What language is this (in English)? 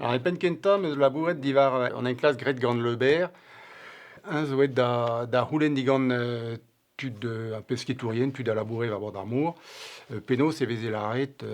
Breton